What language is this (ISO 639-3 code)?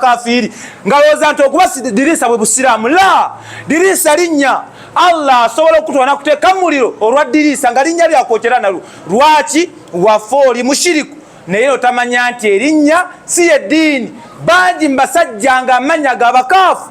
lug